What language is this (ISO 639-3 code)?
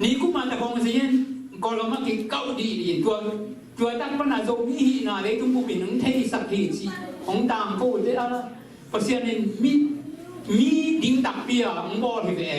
ctd